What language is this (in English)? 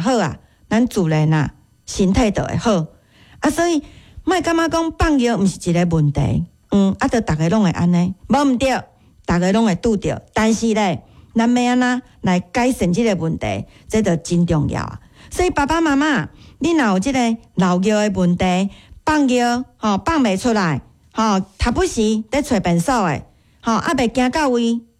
Min Nan Chinese